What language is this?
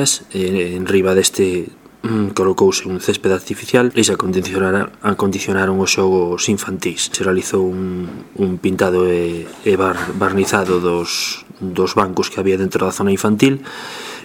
Galician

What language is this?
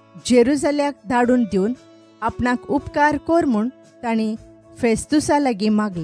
Konkani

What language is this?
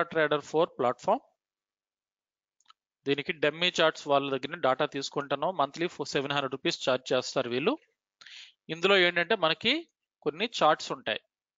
Telugu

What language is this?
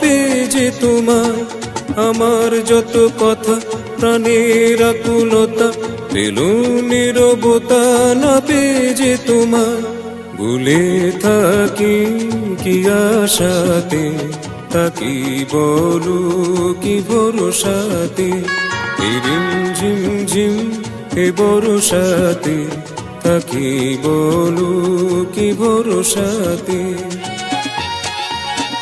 Bangla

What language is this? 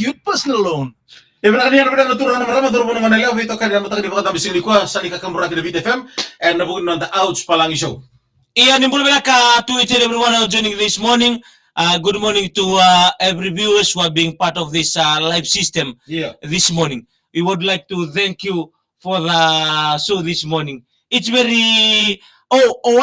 Fijian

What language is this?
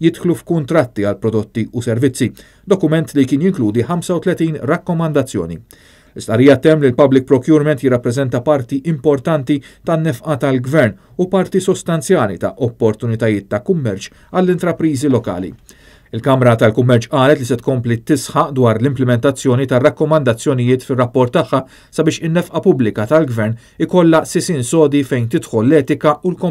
Maltese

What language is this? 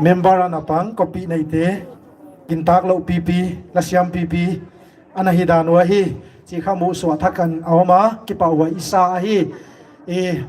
Paite Chin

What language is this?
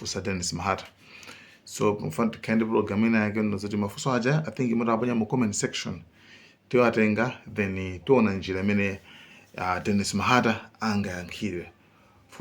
Nyanja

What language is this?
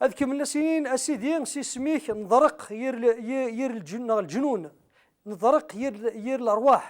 Kabyle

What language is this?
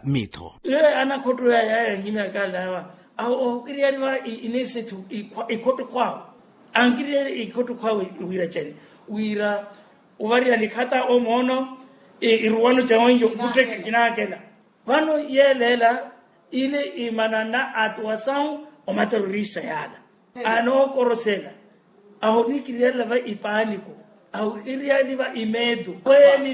Makhuwa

